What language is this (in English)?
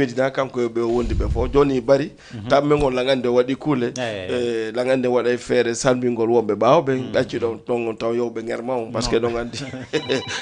Fula